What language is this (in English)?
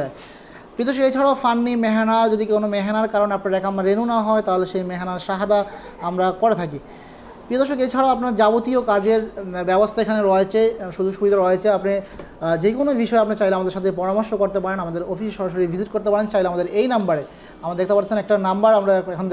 Bangla